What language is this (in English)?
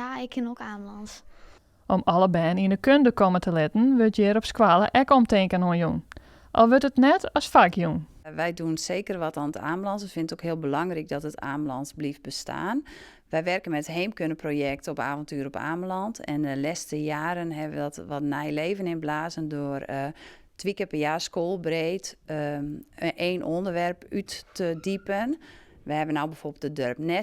Western Frisian